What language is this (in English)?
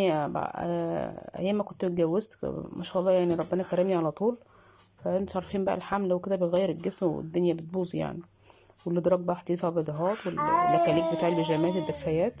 Egyptian Arabic